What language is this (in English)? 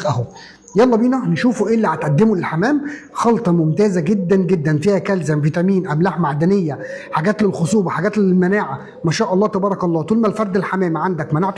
Egyptian Arabic